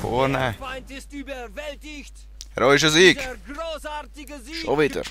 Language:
Swiss German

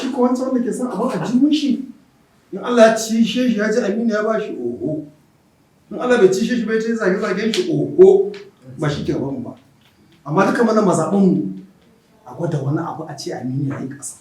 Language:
Hausa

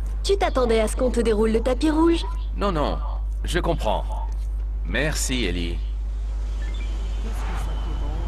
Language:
French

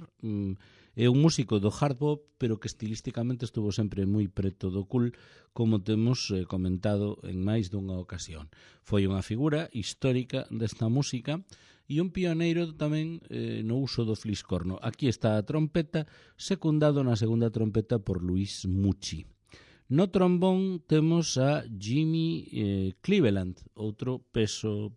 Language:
Galician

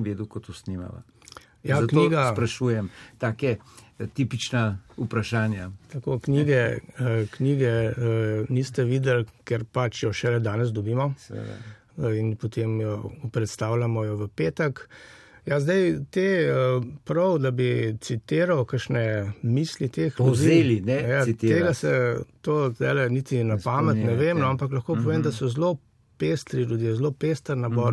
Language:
Slovenian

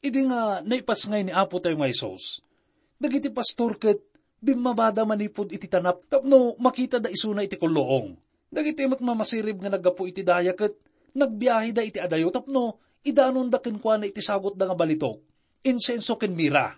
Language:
Iloko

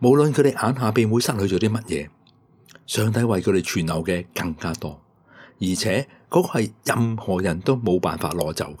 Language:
Cantonese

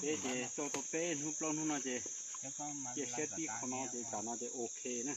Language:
Hmong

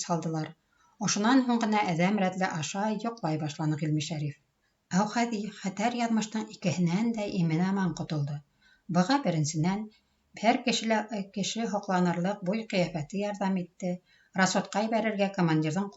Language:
Bashkir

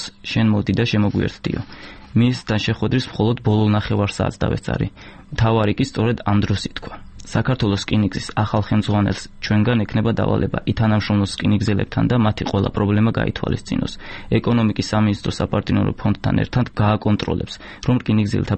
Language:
Georgian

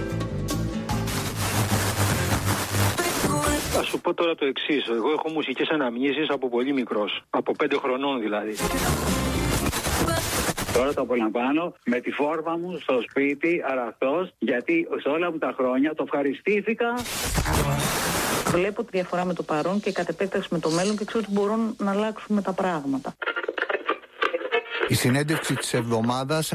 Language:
Greek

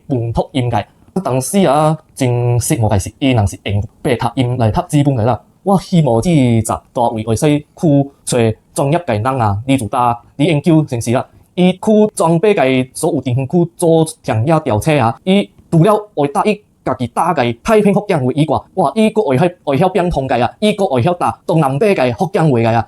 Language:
Min Nan Chinese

